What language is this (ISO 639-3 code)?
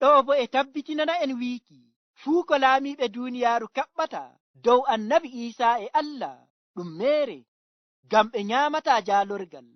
ful